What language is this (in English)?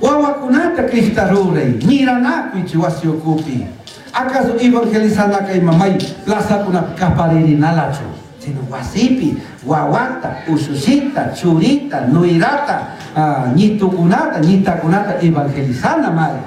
Chimborazo Highland Quichua